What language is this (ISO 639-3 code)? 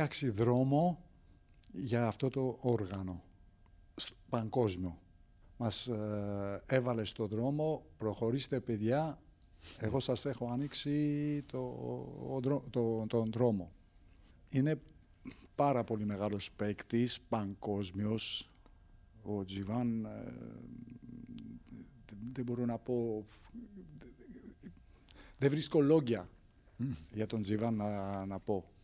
ell